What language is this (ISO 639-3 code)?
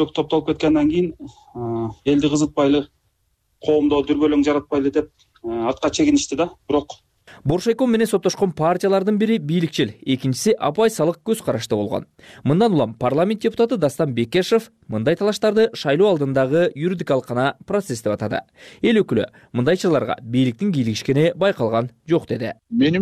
kir